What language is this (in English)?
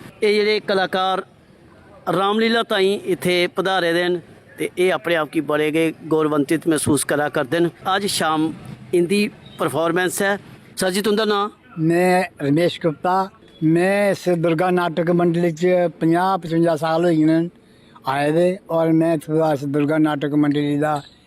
Dogri